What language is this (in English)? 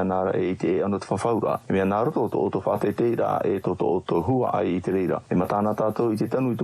Tahitian